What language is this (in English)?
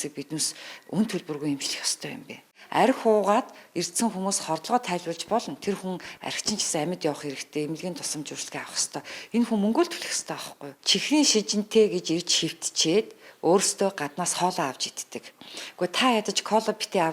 Mongolian